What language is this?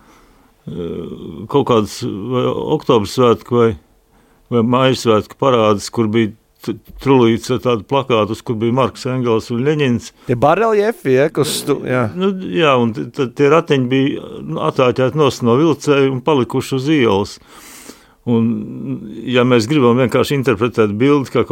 Latvian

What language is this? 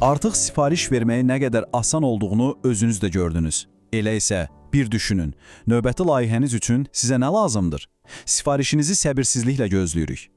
Azerbaijani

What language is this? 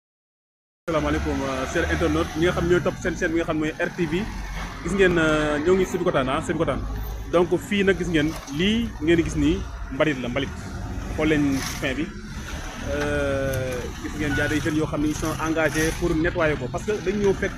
Wolof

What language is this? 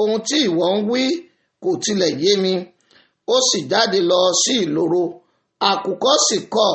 Yoruba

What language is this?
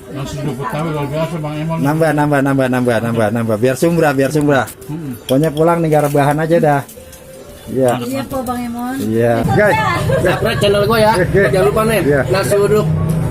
Betawi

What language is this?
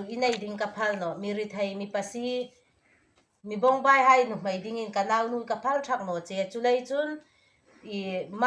Hmar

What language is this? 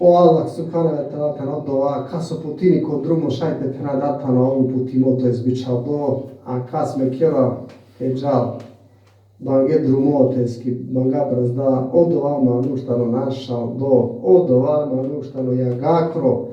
Balkan Romani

